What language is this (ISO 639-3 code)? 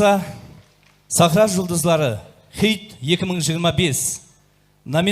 kaa